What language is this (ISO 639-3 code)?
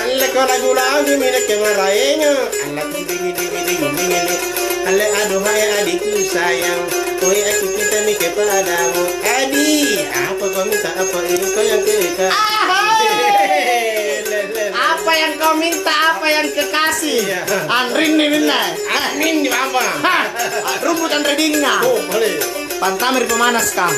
mak